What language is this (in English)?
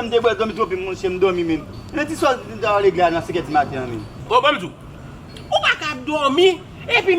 Haitian Creole